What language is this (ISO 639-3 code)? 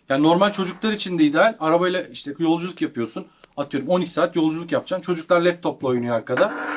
tur